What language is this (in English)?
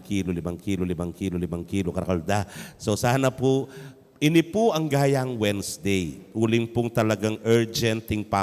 Pampanga